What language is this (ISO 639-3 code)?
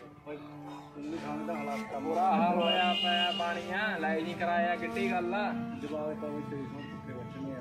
pan